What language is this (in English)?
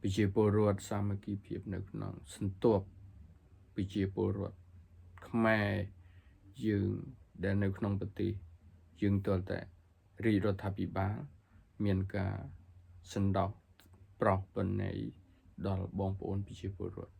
Khmer